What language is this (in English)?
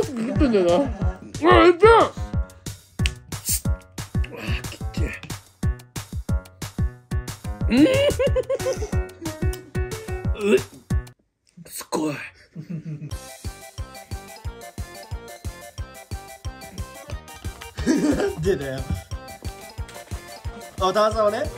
Japanese